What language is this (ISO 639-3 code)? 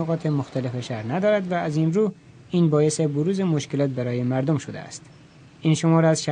fas